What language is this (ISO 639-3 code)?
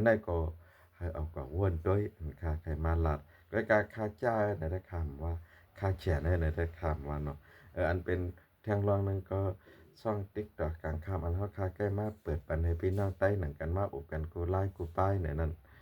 shn